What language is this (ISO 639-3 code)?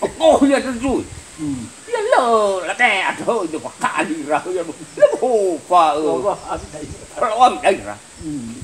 nia